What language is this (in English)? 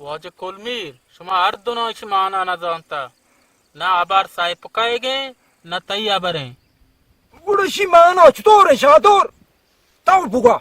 Baluchi